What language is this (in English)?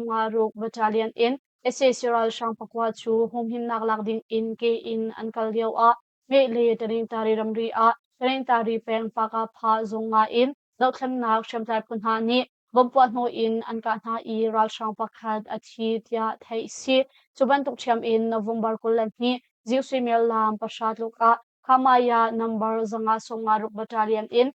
Hakha Chin